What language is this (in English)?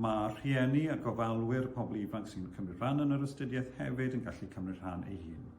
Welsh